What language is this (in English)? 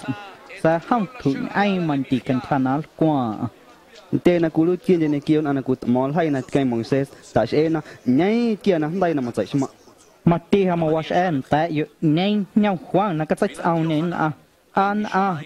Guerrero Amuzgo